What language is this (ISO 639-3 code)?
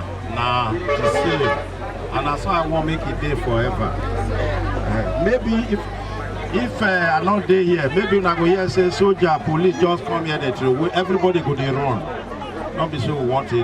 pcm